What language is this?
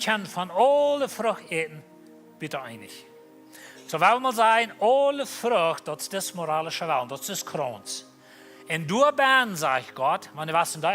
Plautdietsch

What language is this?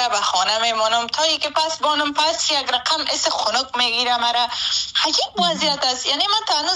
Persian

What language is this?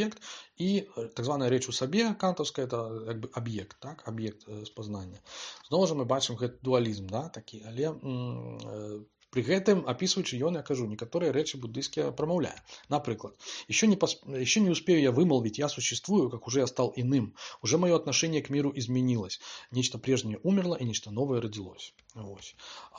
Belarusian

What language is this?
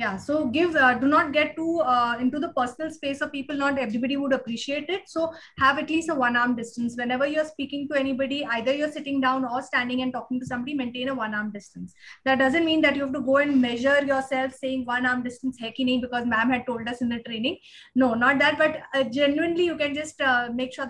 English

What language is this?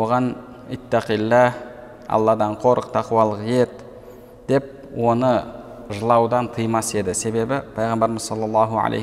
Kazakh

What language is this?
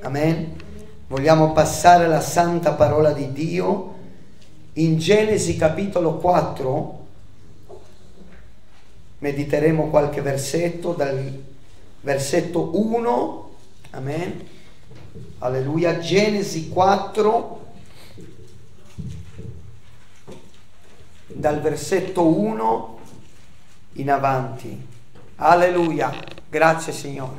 Italian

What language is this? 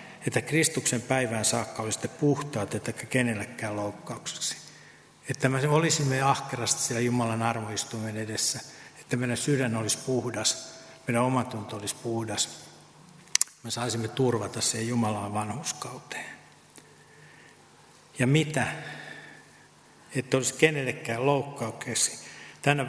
Finnish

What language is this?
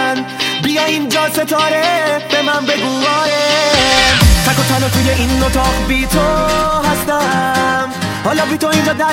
Persian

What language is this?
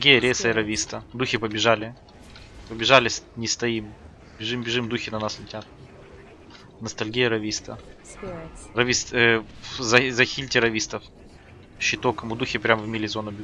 Russian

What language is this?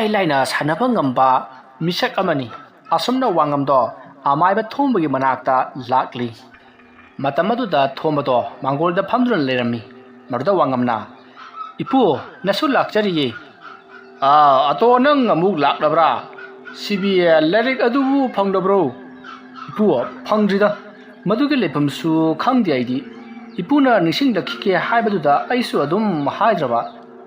Manipuri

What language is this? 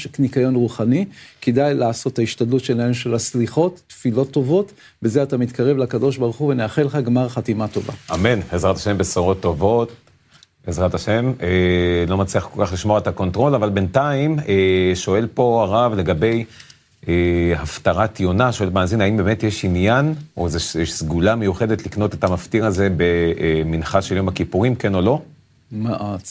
Hebrew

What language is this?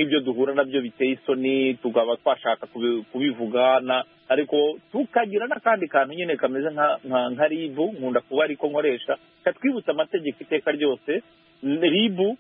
Kinyarwanda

